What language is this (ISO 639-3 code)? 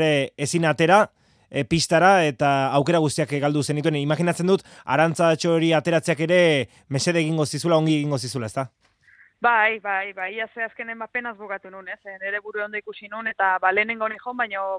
eus